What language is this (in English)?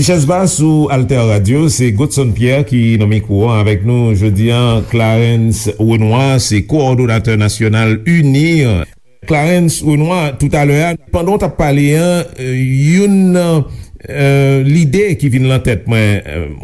Haitian Creole